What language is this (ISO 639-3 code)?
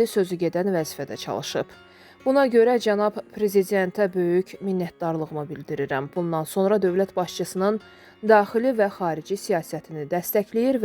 aze